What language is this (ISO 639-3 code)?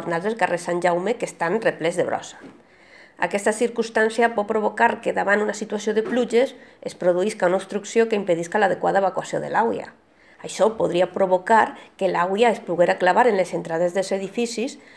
cat